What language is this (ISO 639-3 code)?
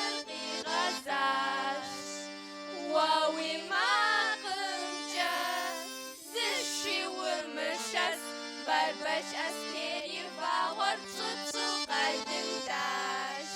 kbd